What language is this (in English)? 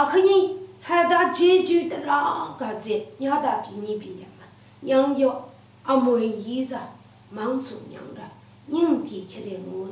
Lashi